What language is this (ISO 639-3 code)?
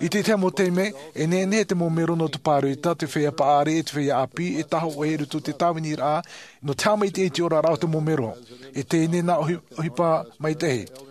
tah